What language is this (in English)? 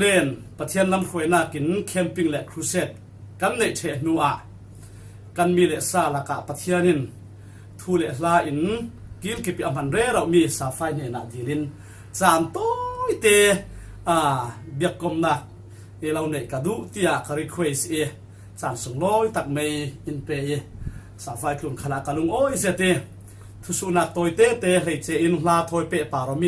Falam Chin